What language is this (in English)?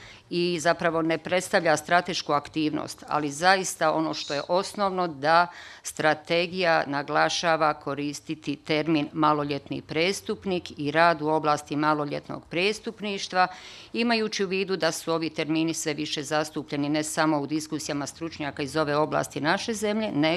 Bosnian